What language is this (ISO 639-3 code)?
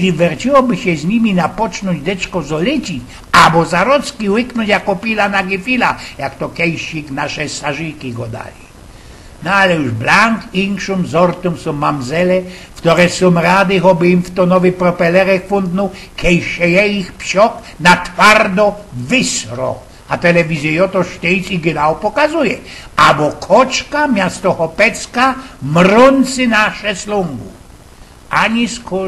szl